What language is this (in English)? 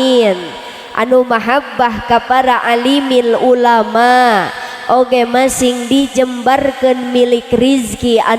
Sundanese